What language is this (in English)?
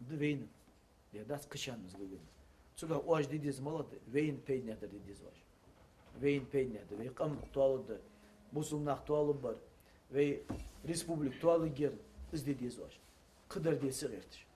Ingush